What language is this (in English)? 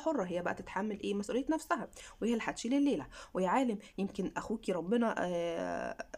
Egyptian Arabic